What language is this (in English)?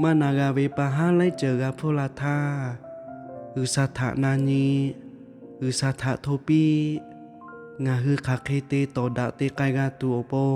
Lahu